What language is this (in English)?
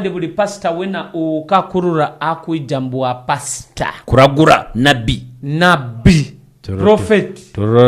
Nyoro